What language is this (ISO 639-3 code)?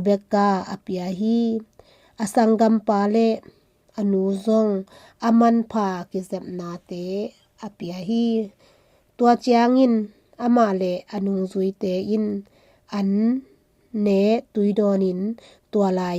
ctd